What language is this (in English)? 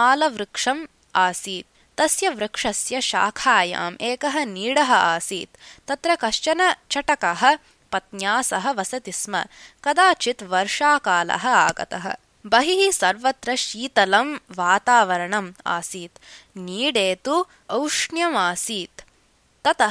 Sanskrit